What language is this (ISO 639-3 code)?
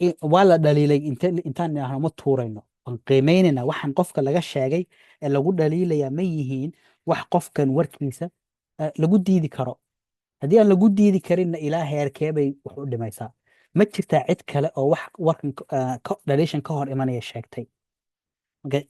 som